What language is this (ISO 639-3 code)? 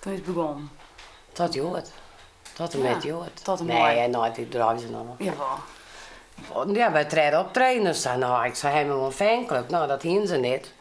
fry